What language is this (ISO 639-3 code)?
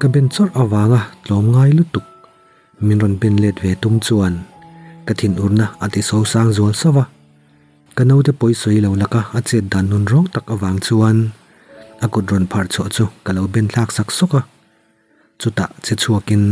lus